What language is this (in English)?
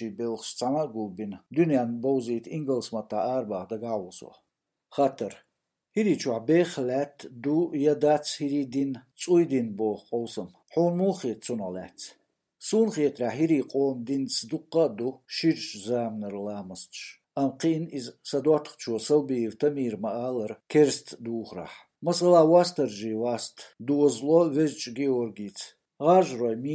Chechen